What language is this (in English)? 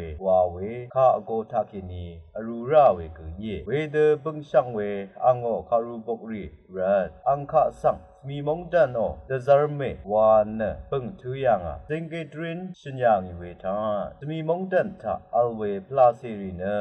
Rawang